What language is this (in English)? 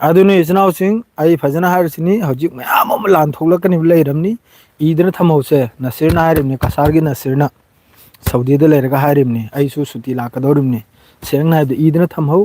Manipuri